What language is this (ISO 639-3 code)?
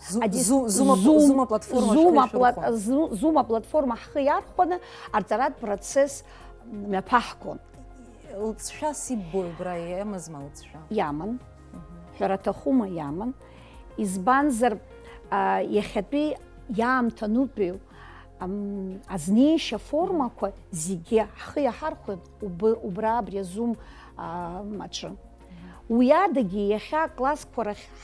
abk